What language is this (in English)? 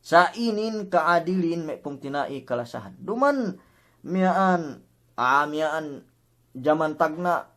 Yakan